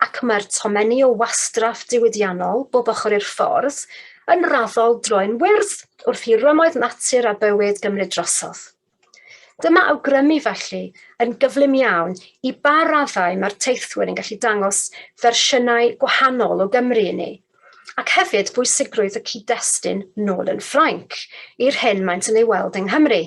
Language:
Welsh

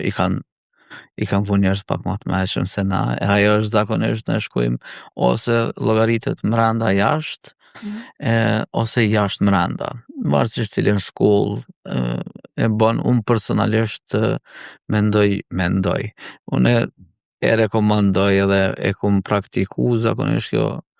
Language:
Albanian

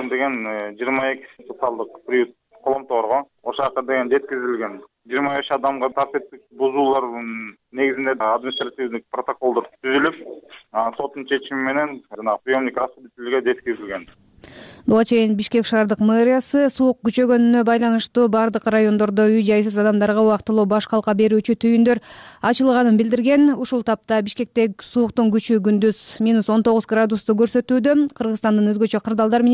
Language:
Kyrgyz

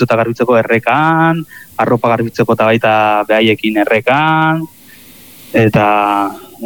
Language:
Basque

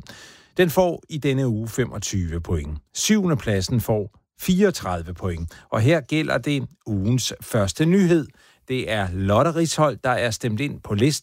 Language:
Danish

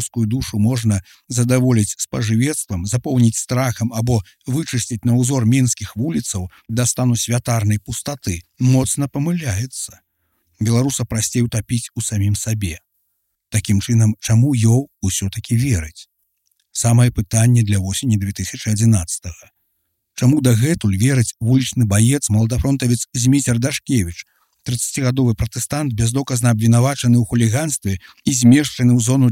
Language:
Belarusian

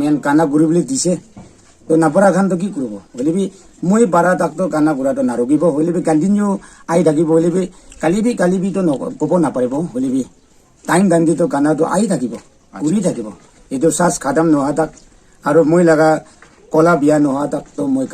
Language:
Naga Pidgin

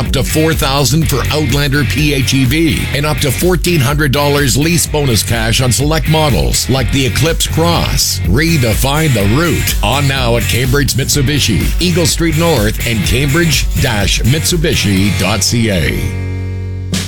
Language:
English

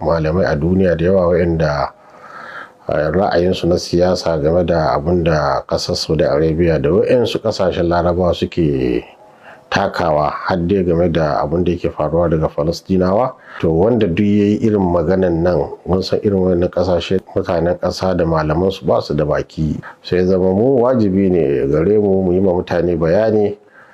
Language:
Hausa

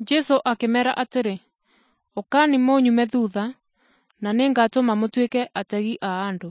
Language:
Kikuyu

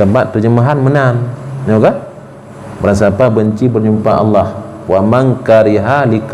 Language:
Achinese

